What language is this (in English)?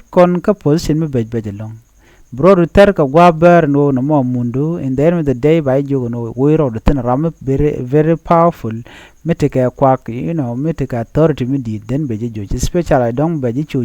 Nuer